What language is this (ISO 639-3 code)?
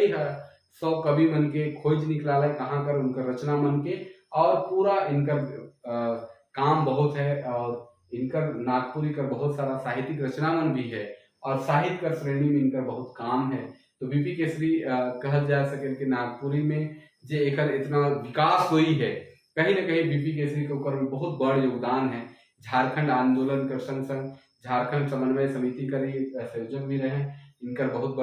sck